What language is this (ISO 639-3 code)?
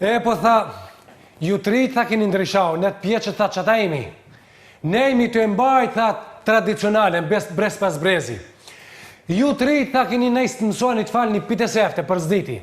sqi